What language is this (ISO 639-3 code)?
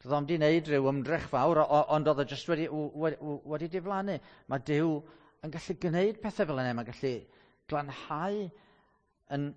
cym